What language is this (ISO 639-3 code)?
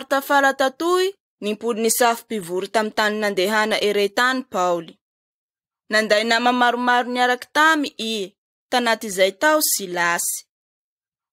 mlg